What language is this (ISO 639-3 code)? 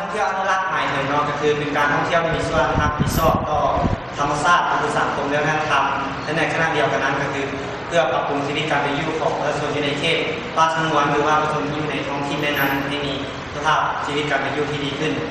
lao